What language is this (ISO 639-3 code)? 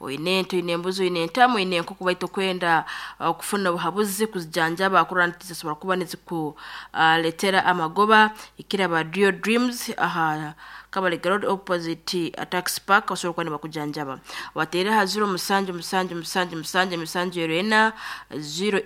nyo